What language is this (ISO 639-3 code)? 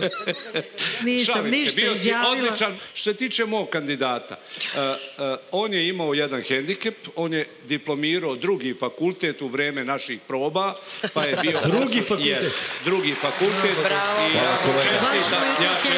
srp